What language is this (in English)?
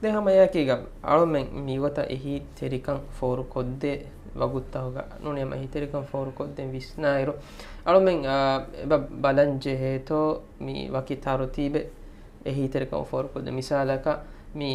Divehi